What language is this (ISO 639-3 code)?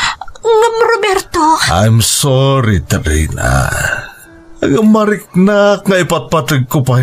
ilo